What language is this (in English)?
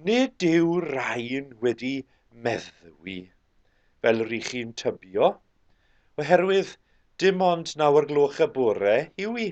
Welsh